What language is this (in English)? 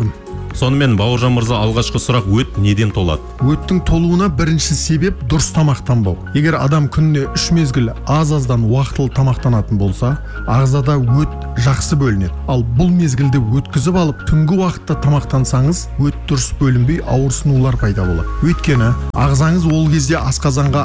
Kazakh